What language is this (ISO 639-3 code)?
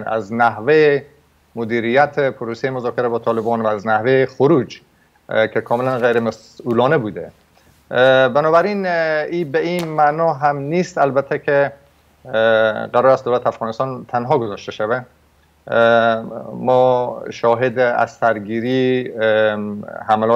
fas